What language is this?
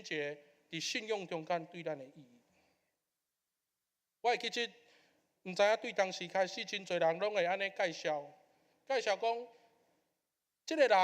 Min Nan Chinese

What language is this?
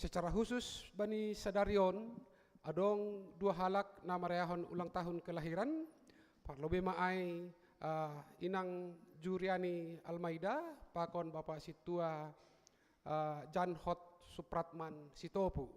Batak Simalungun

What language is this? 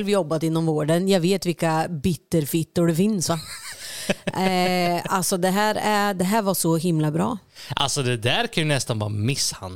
Swedish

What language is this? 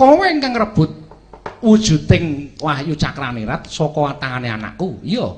Javanese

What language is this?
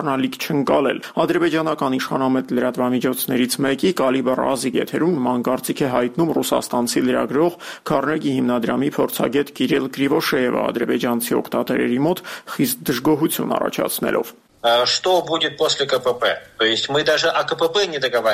Armenian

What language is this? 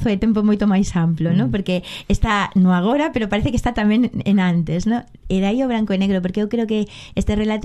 Galician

